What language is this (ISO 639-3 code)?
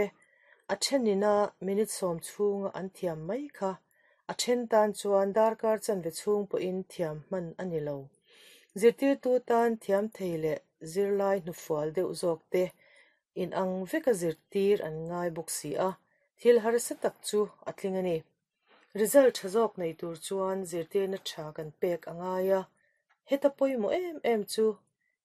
lus